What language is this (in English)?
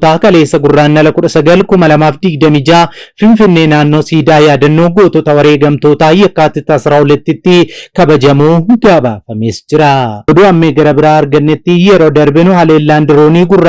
Oromo